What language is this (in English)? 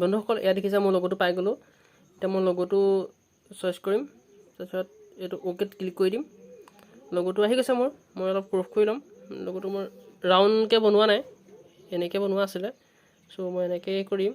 Assamese